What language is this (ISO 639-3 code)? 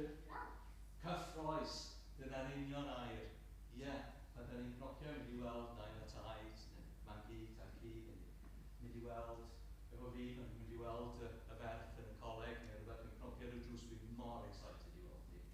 cym